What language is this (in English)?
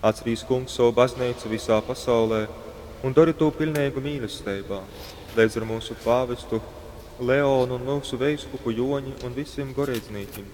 Latgalian